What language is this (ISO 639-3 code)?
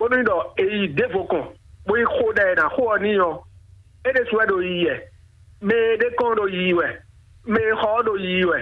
fon